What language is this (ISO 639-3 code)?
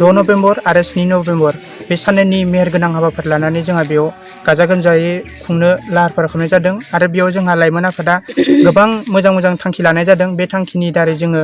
brx